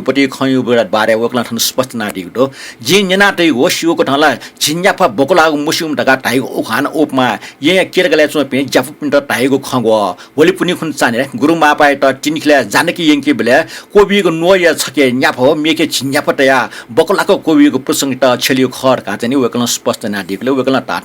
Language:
Newari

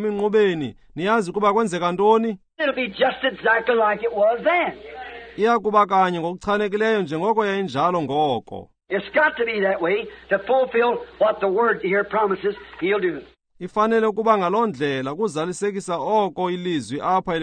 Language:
Xhosa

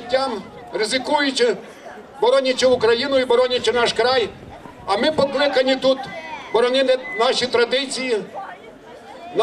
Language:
Ukrainian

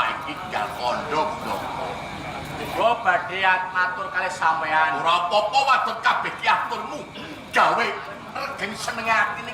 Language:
Javanese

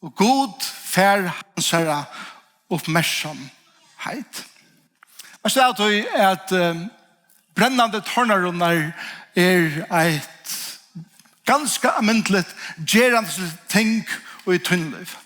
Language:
Faroese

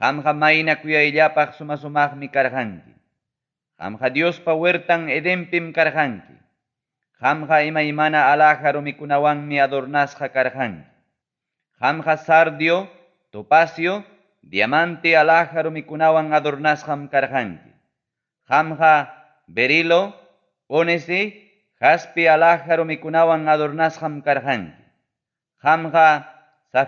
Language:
Ayacucho Quechua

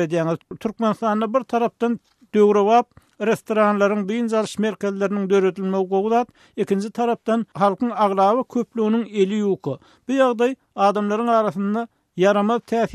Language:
Turkmen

